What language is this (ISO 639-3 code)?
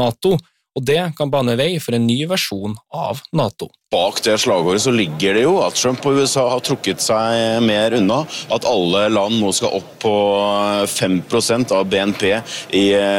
nor